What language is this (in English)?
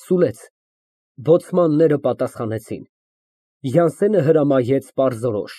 Armenian